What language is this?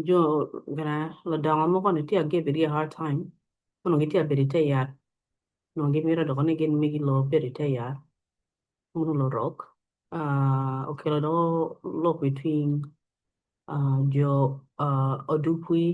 Acoli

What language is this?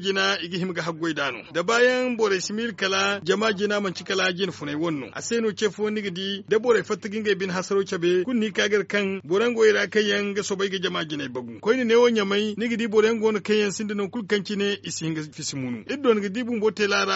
Zarma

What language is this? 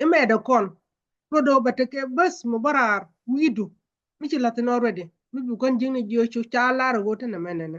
Nuer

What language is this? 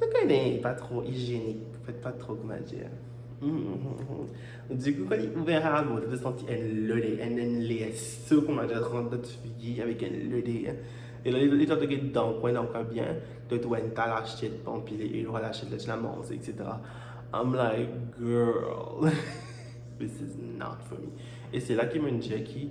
Morisyen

